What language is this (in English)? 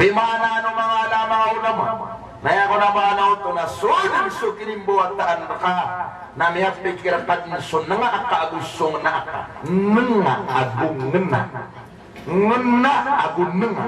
Maranao